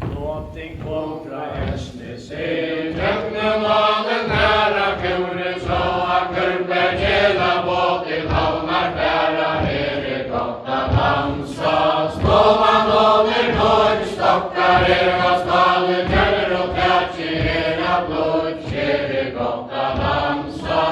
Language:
Faroese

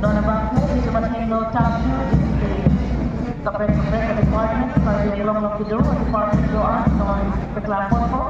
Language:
Karbi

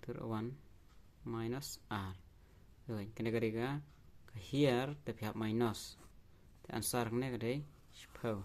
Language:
Khasi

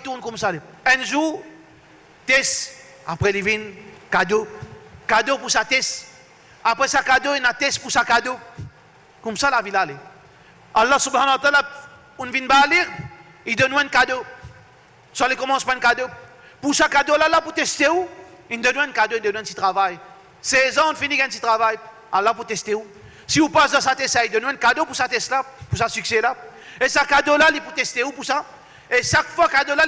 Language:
Morisyen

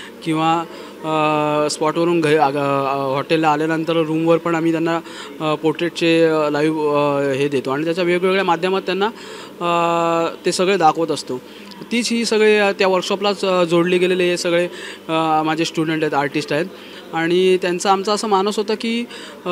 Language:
Marathi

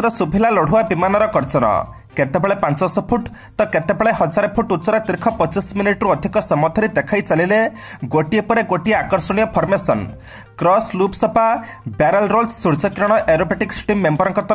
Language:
Odia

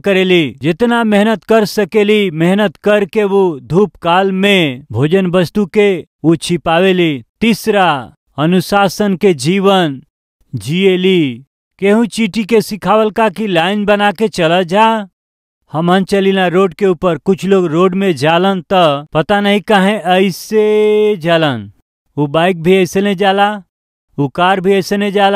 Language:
Bhojpuri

